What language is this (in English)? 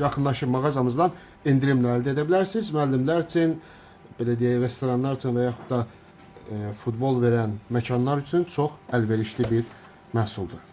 Azerbaijani